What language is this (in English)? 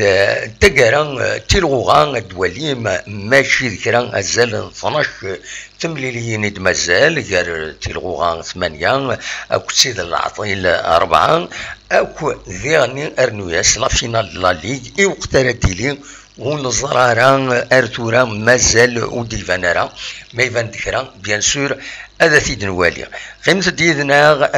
Kabyle